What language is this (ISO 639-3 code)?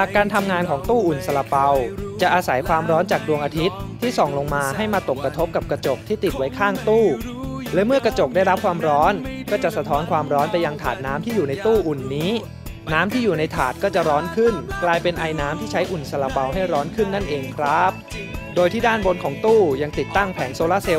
tha